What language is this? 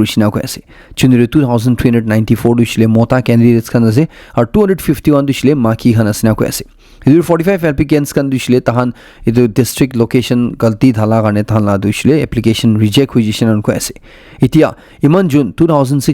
Naga Pidgin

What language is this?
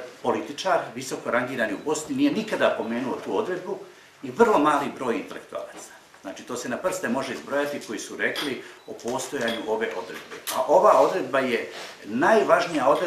Bosnian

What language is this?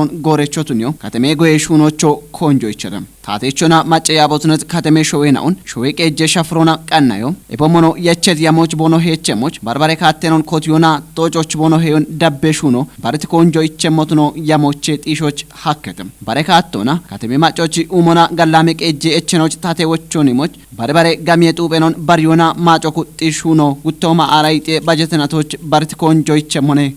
Kafa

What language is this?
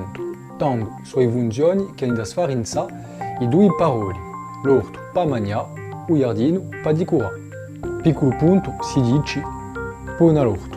Corsican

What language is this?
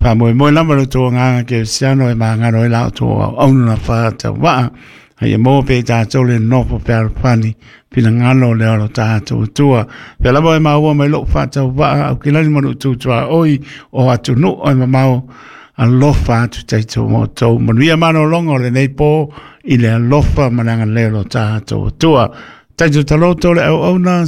Samoan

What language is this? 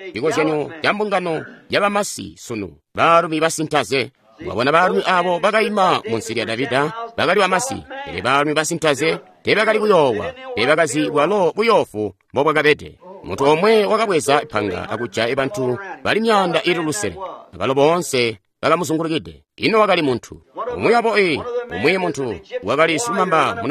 Tonga (Zambia)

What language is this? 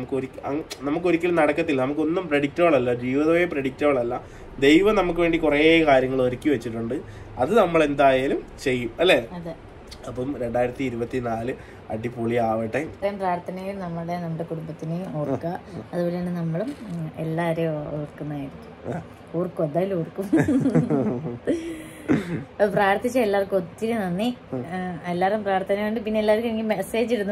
Malayalam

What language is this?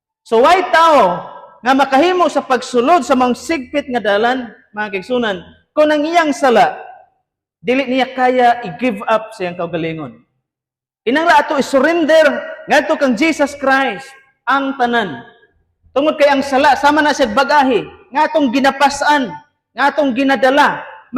Cebuano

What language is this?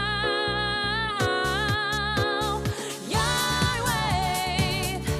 Abkhazian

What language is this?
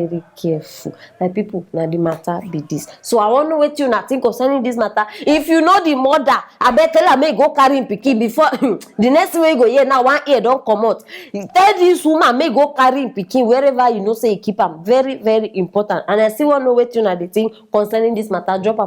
Nigerian Pidgin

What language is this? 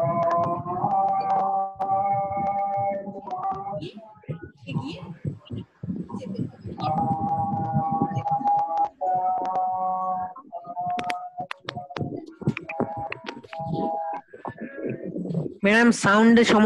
Bangla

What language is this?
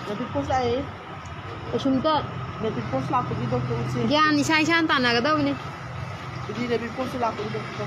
Manipuri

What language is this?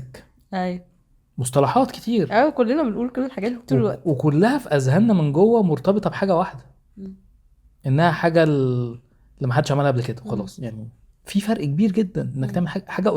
Egyptian Arabic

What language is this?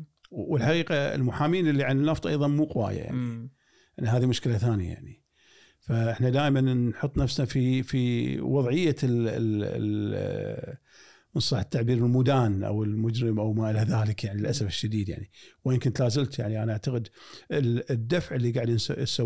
Gulf Arabic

